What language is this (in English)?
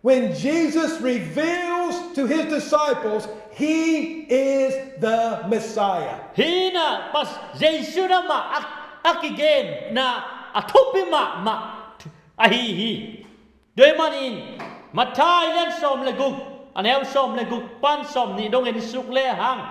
Tedim Chin